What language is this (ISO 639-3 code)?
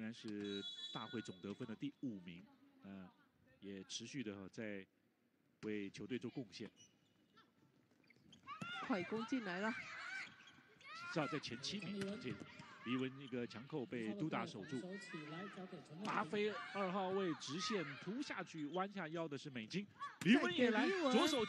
zho